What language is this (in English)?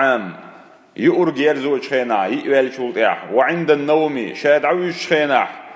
Chechen